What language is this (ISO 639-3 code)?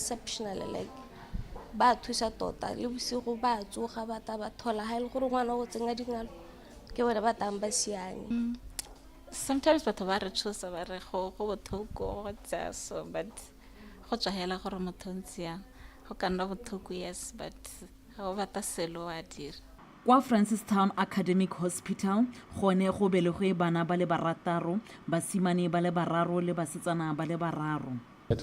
tsn